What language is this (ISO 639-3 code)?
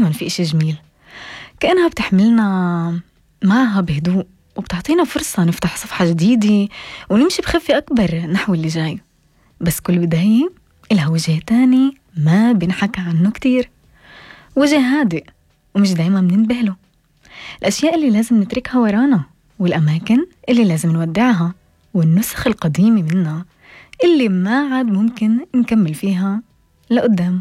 apc